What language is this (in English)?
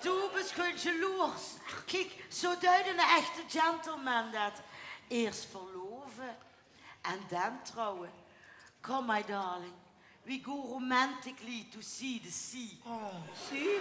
Limburgish